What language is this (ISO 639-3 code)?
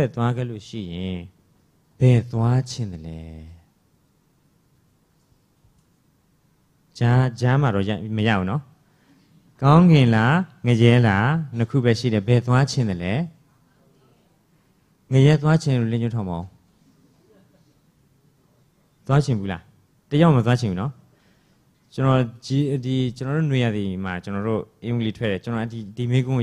mya